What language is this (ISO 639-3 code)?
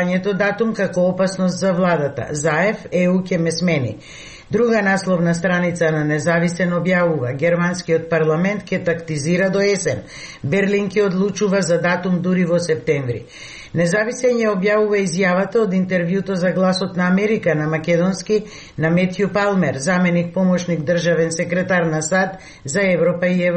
mkd